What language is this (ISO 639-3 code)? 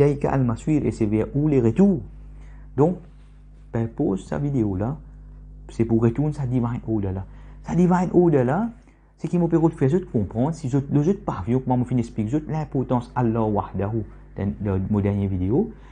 mfe